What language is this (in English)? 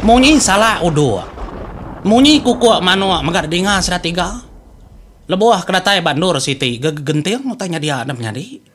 Iban